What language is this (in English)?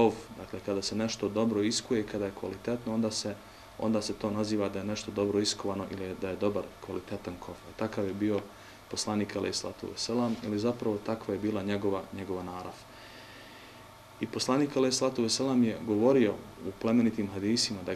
Bosnian